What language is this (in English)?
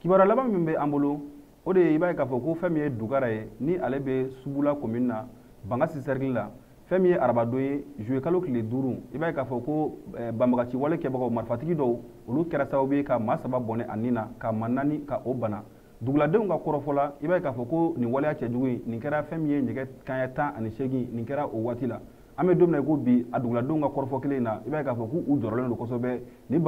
Bambara